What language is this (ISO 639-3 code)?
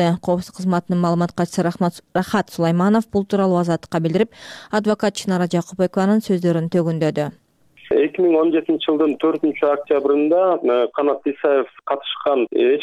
kir